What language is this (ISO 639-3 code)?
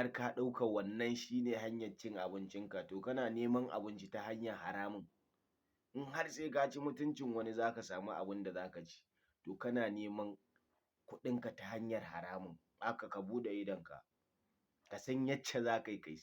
hau